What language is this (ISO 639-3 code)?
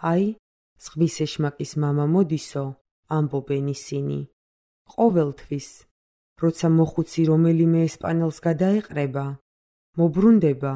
kat